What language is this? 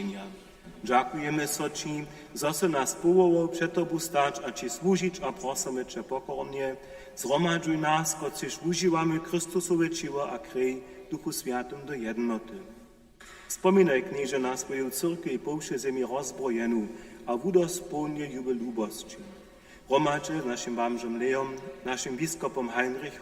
Upper Sorbian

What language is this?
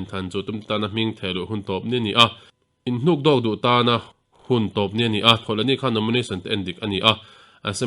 Mizo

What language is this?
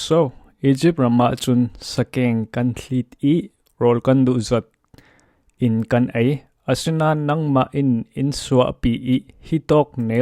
Falam Chin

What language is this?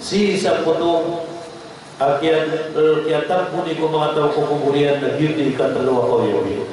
Maranao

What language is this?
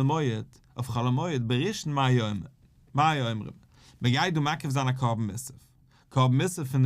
Yiddish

